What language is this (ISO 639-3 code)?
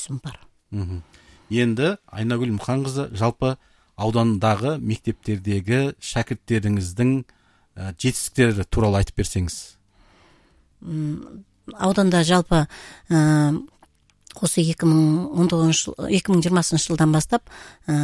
kaz